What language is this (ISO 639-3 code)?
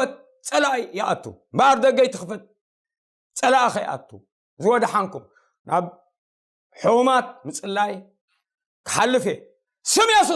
tir